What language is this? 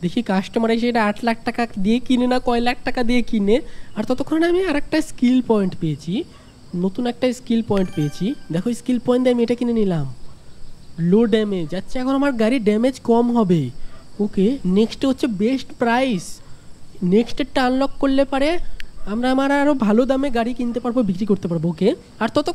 Bangla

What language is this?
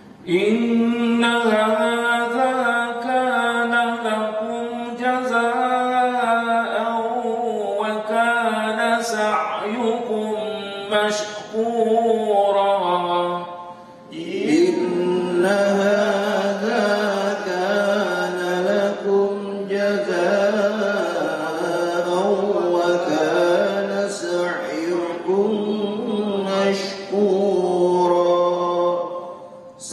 Malay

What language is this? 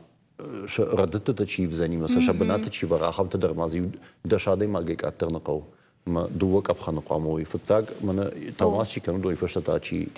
Ossetic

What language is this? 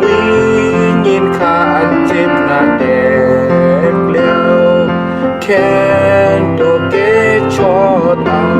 Shan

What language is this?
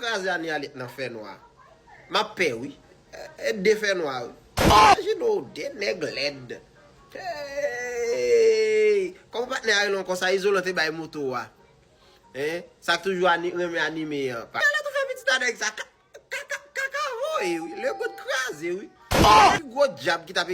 Haitian Creole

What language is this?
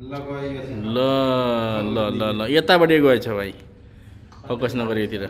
Nepali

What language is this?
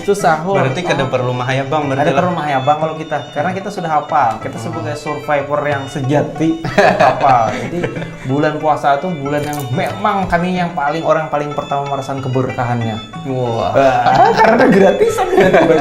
Banjar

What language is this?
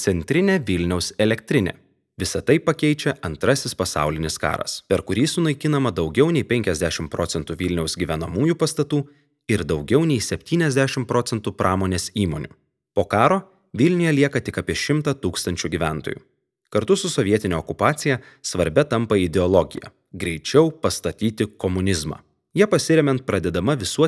Lithuanian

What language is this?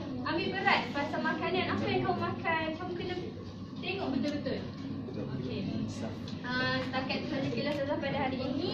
Malay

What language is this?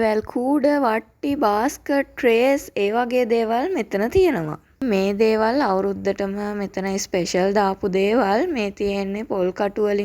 Sinhala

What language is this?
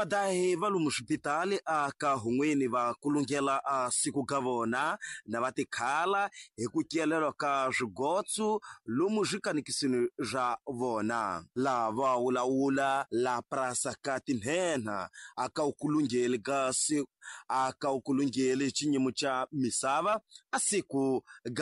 Tsonga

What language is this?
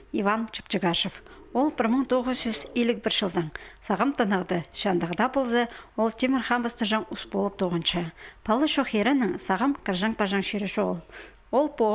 Khakas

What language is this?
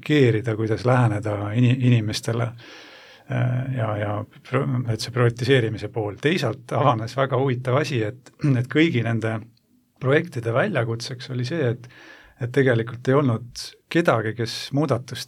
Estonian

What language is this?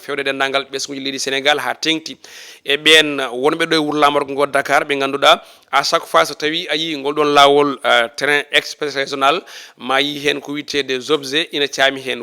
Fula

